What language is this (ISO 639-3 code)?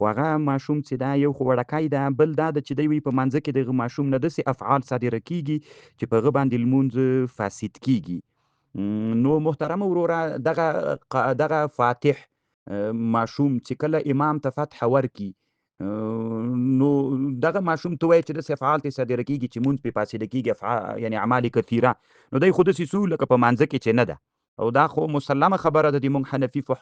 pus